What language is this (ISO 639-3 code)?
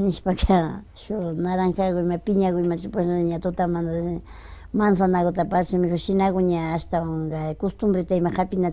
qvi